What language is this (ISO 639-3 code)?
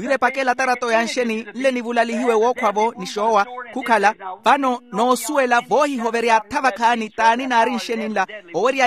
vmw